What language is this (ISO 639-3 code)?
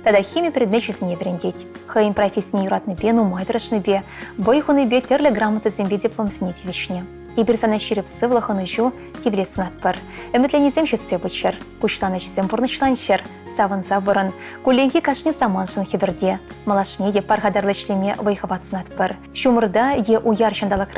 chv